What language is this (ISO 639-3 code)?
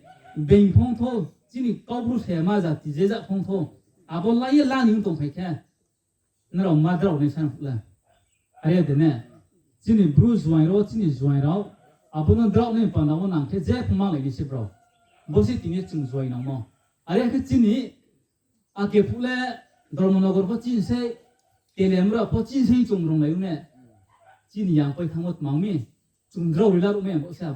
ria